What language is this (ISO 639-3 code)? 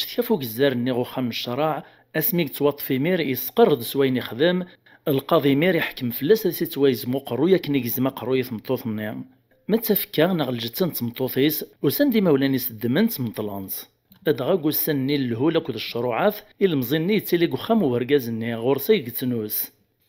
kab